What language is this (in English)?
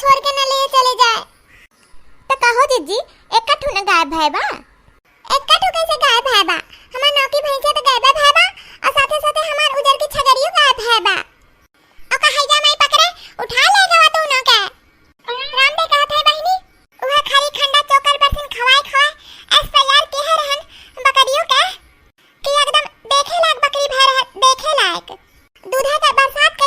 Awadhi